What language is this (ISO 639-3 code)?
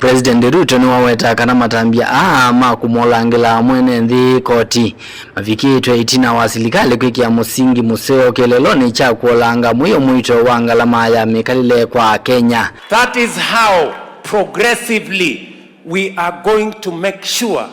kam